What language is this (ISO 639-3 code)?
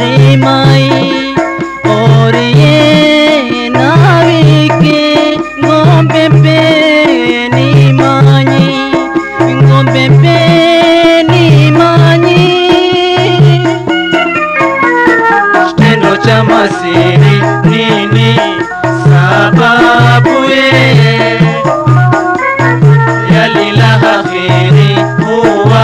swa